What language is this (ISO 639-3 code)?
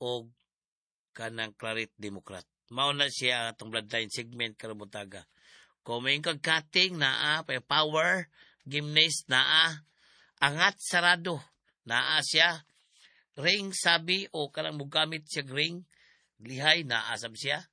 ceb